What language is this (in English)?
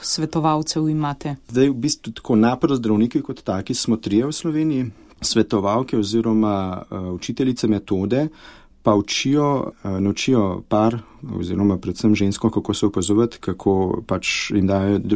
Slovenian